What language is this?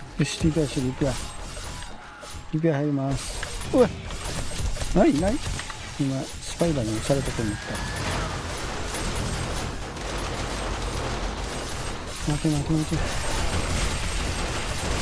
Japanese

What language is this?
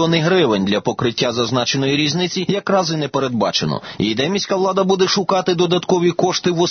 Ukrainian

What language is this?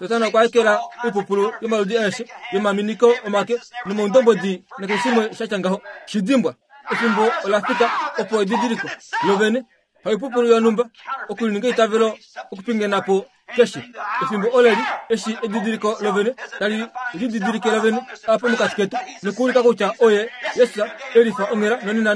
Kuanyama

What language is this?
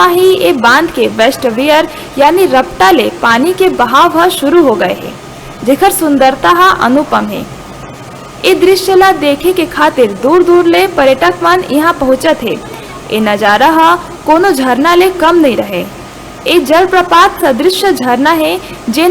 Chhattisgarhi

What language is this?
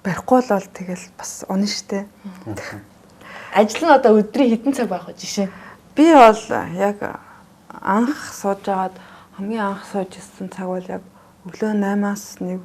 Mongolian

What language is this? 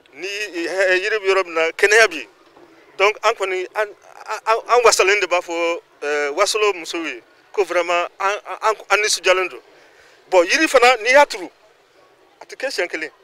Bambara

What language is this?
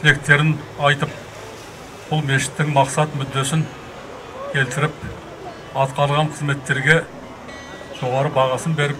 Kazakh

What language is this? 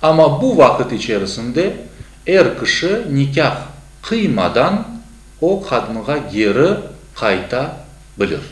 Crimean Tatar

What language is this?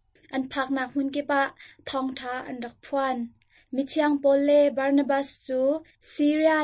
Hakha Chin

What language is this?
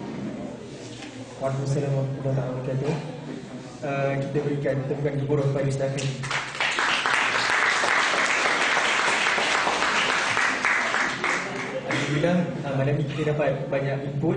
Malay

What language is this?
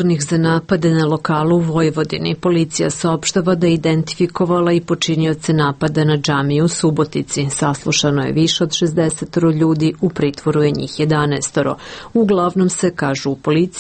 Serbian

